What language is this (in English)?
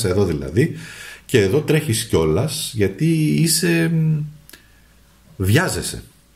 Greek